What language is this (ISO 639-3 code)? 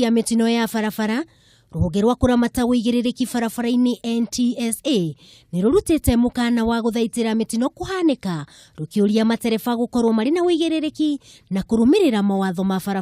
kik